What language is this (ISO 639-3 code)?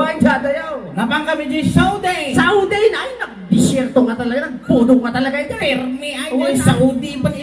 ilo